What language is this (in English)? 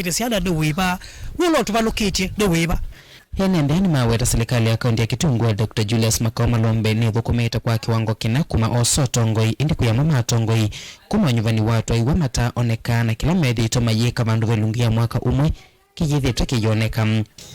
Kamba